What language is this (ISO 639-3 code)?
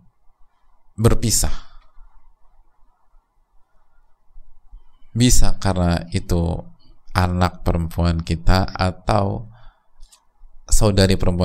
ind